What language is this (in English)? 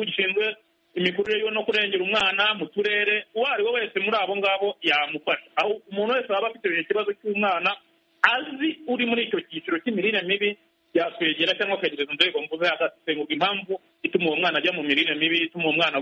Kinyarwanda